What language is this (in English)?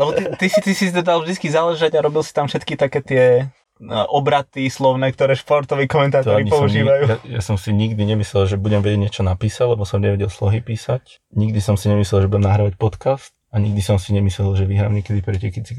Slovak